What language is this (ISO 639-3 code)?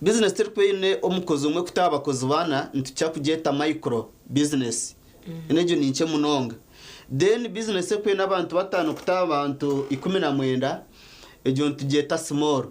nyn